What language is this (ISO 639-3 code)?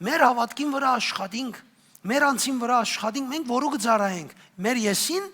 hyw